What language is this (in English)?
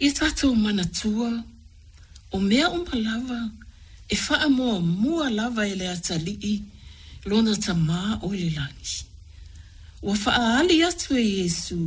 Samoan